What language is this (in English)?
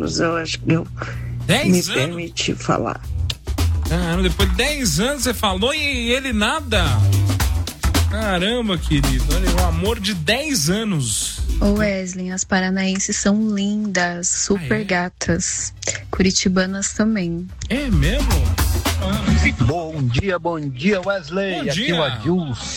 Portuguese